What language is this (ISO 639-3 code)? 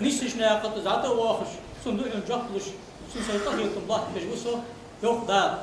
inh